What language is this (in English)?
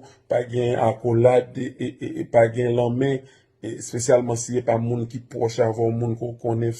Haitian Creole